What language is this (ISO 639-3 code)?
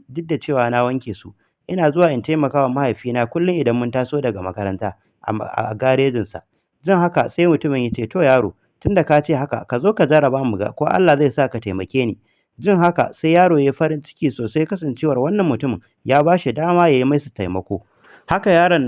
hau